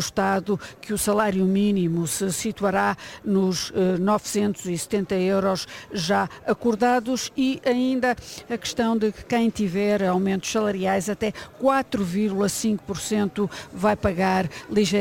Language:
Portuguese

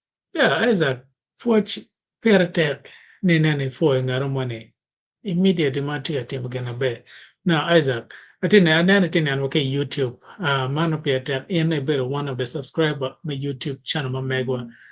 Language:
Acoli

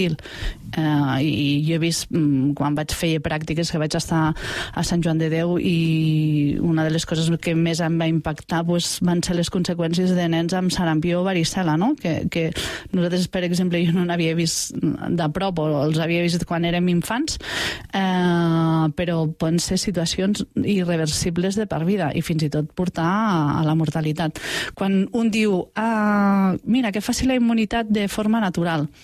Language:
Catalan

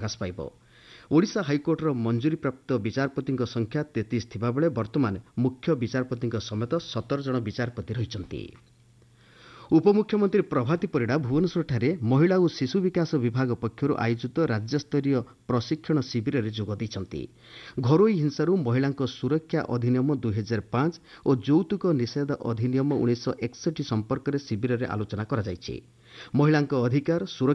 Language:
Odia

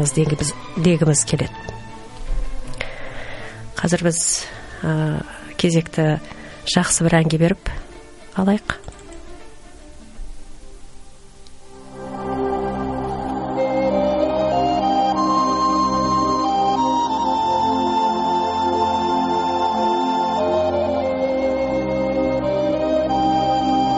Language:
Kazakh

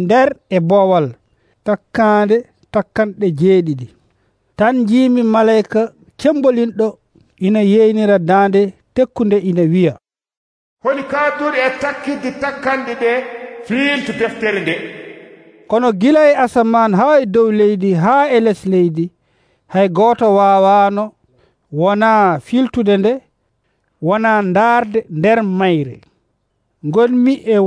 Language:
Nigerian Fulfulde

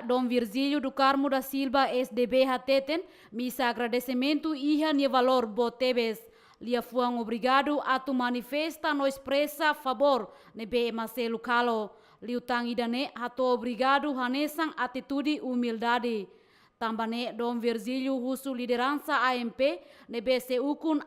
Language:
Tetum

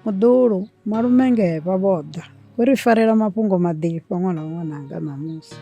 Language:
Venda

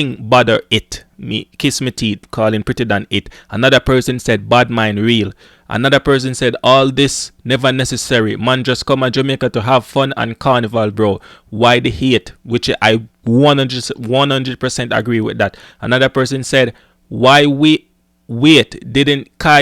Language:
Jamaican Creole English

